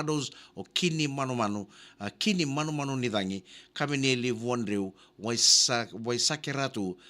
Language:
Fijian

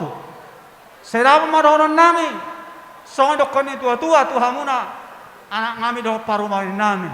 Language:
Batak Toba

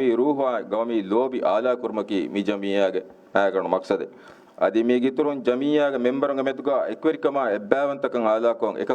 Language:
Divehi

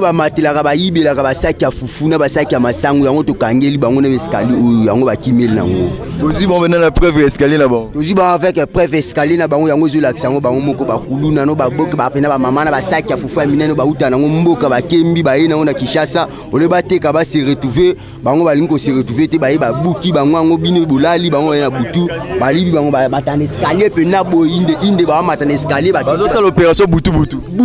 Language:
Lingala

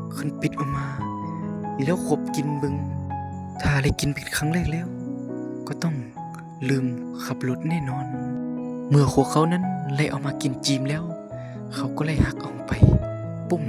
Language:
Lao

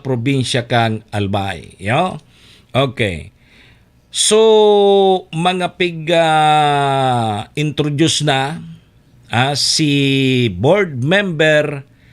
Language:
Bikol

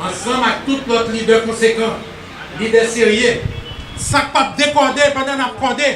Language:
Haitian Creole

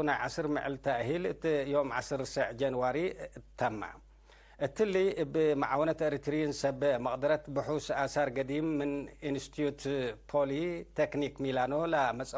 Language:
Tigre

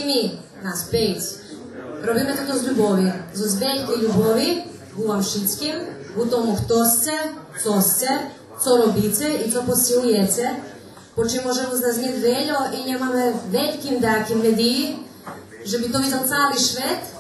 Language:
Rusyn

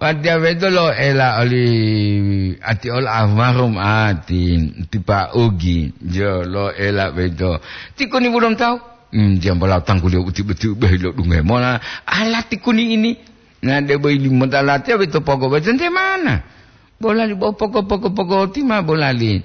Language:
Gorontalo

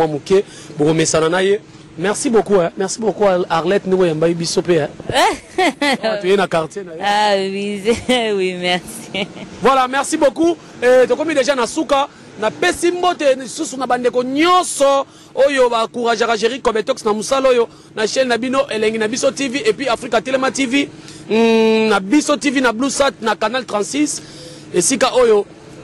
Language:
Lingala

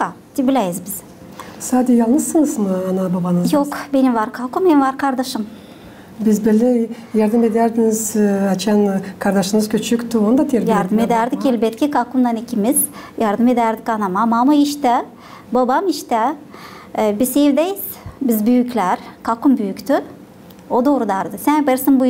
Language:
Gagauz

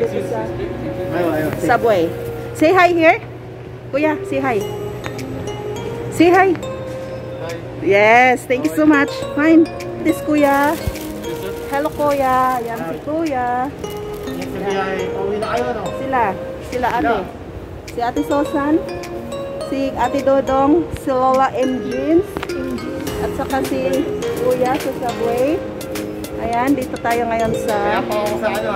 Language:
Filipino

